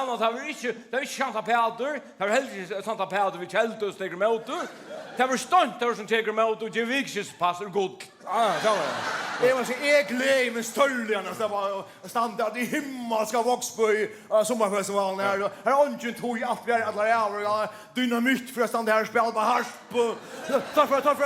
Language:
Faroese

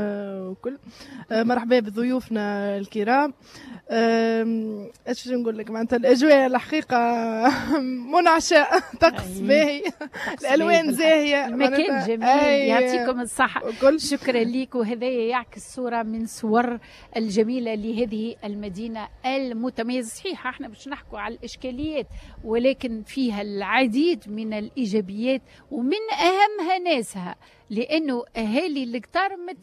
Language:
Tunisian Arabic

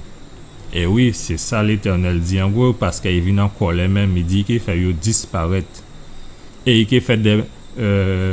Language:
Guadeloupean Creole French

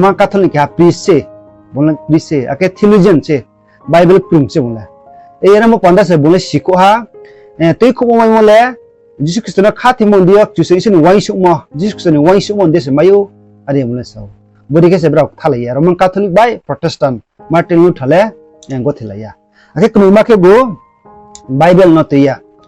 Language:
Riang (India)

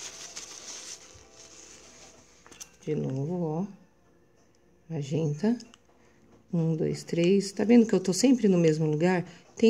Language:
Portuguese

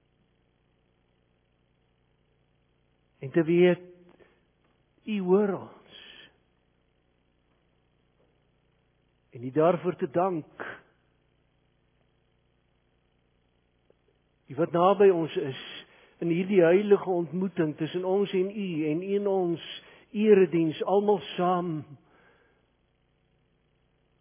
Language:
Afrikaans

